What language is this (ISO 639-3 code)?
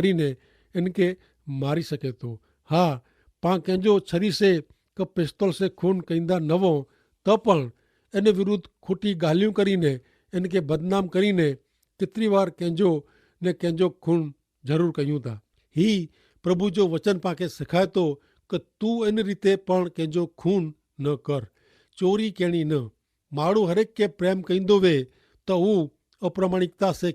kfr